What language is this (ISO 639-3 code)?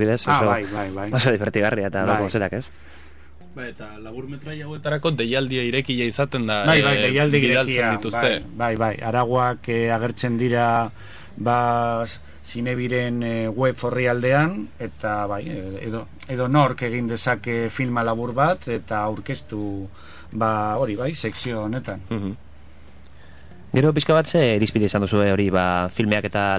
eus